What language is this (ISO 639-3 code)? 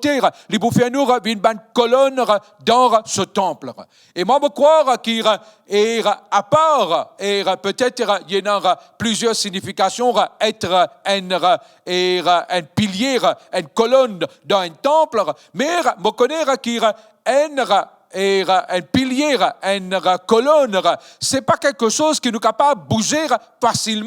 mfe